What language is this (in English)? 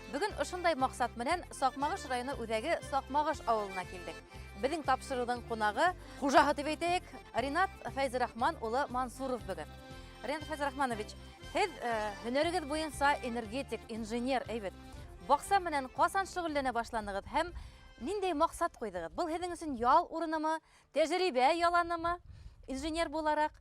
Bashkir